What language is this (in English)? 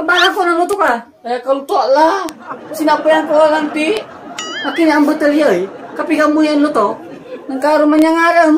Pangasinan